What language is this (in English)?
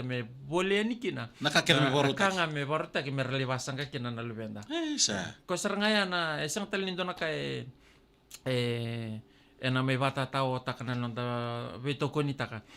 Fijian